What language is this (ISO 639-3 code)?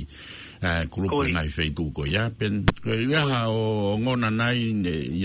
ton